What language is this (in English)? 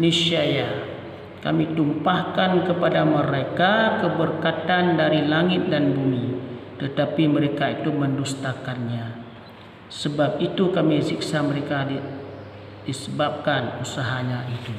Achinese